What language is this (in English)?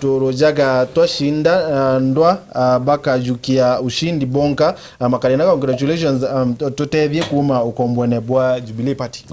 Meru